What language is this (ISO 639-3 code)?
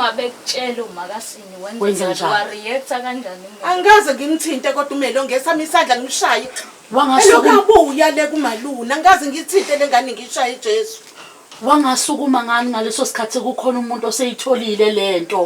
zul